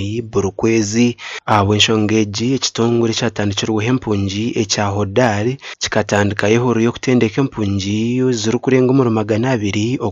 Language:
Nyankole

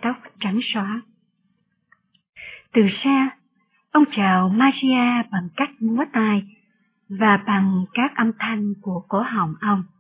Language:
Vietnamese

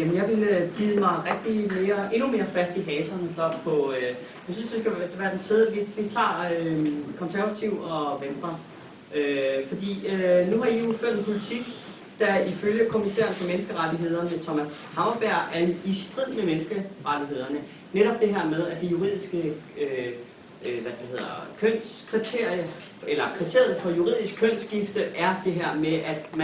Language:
Danish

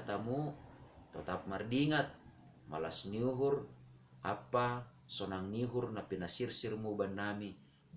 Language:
Batak Simalungun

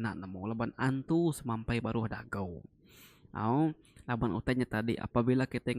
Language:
Iban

